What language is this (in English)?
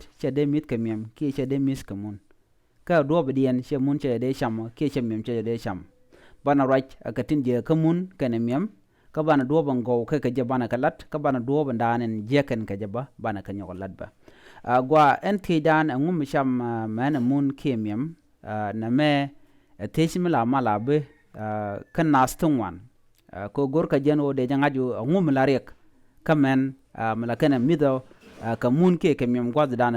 Nuer